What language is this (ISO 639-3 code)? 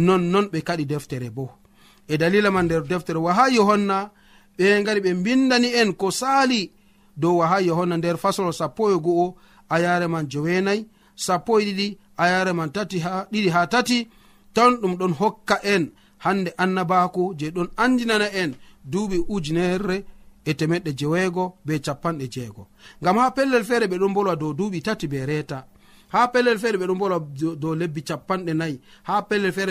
fuv